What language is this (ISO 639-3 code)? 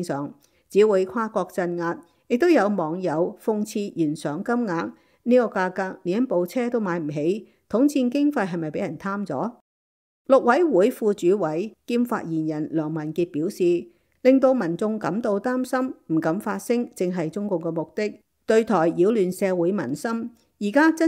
yue